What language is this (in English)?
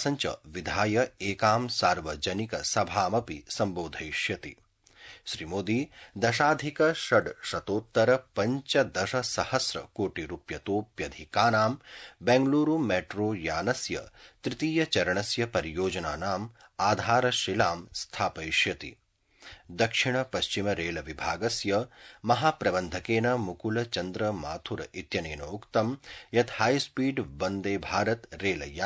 Sanskrit